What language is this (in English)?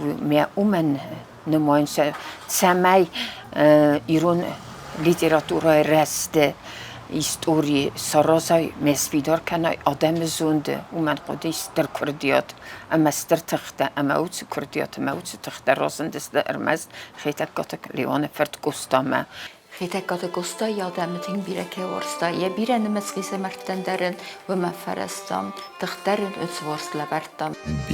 Ossetic